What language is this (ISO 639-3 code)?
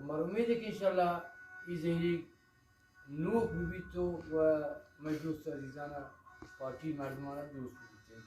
bgp